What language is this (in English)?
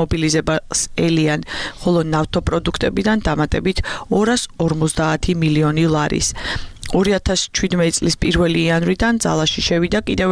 Georgian